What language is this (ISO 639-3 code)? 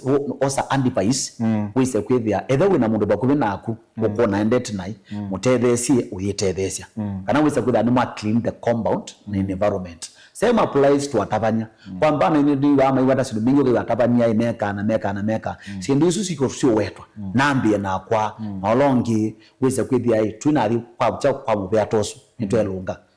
kam